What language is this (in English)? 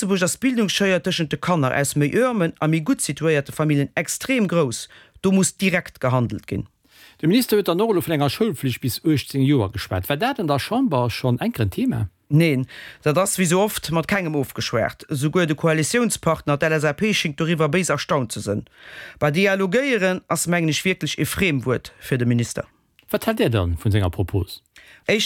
Luxembourgish